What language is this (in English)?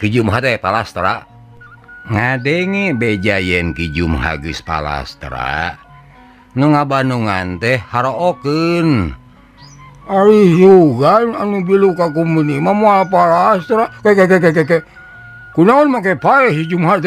Sundanese